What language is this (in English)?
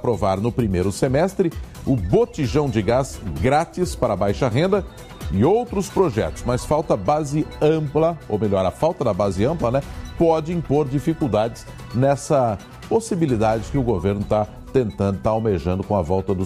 Portuguese